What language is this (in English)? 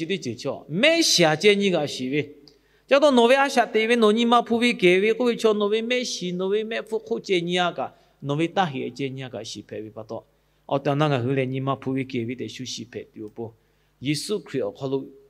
Lahu